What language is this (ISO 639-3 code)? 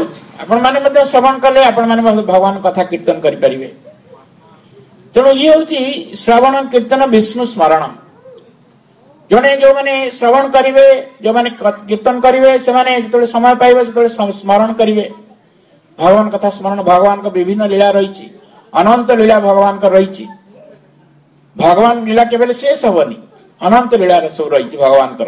ori